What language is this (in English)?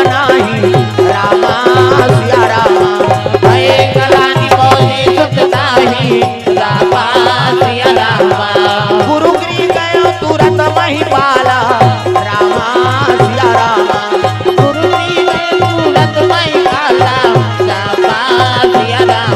Chhattisgarhi